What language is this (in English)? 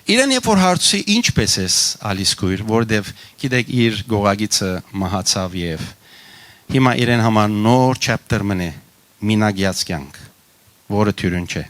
Western Armenian